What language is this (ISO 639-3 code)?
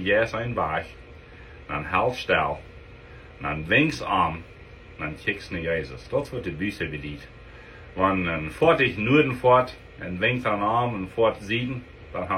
pdt